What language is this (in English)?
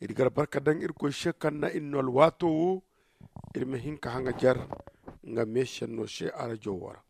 Zarma